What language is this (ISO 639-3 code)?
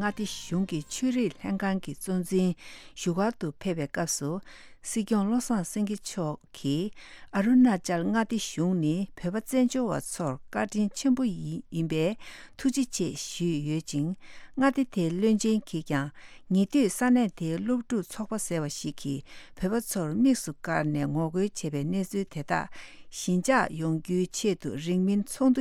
bod